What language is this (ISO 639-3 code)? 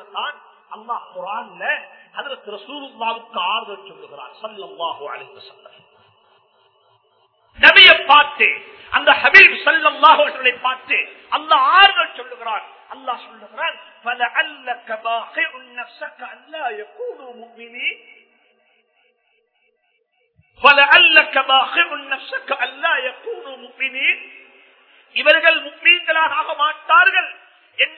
tam